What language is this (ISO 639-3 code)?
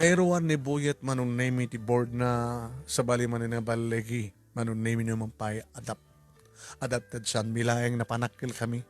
ilo